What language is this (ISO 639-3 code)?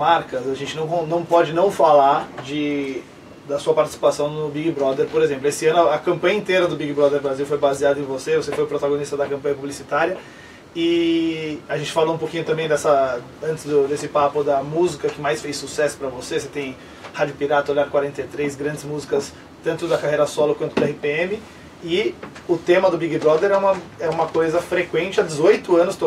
por